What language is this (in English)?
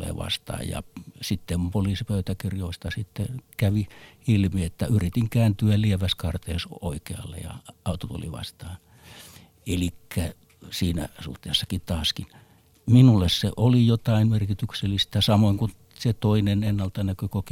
Finnish